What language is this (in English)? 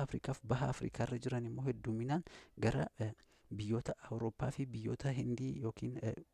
Oromo